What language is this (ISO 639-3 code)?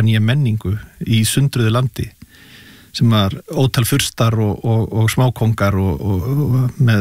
isl